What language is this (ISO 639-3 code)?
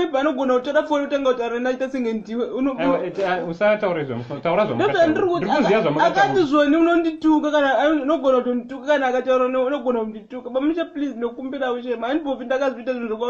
sna